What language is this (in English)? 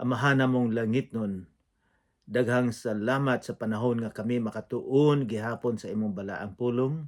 Cebuano